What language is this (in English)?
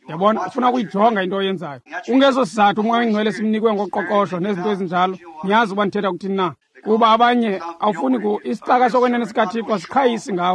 Xhosa